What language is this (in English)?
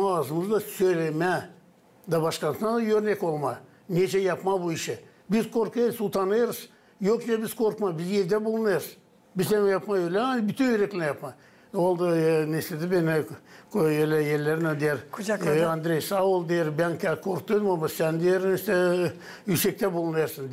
Gagauz